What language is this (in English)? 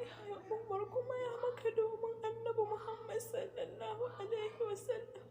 Hausa